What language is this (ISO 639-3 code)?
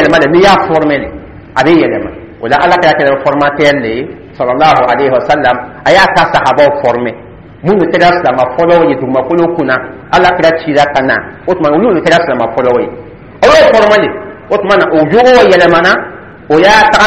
dyu